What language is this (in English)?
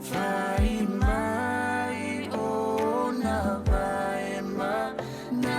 Samoan